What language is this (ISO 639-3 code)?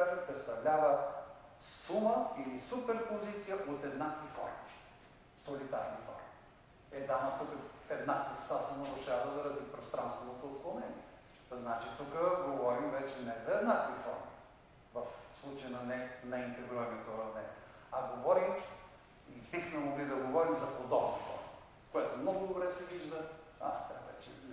bul